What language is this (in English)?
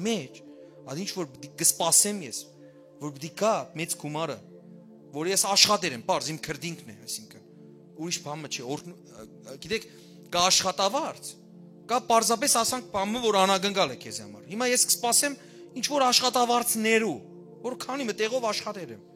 Western Armenian